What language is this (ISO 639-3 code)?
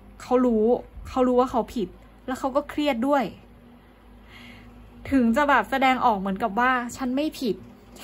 tha